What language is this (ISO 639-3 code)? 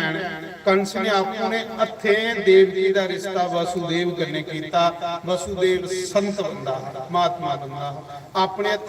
doi